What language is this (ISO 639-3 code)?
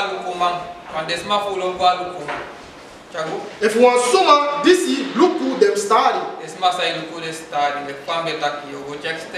srn